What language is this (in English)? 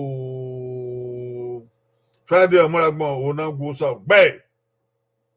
Bini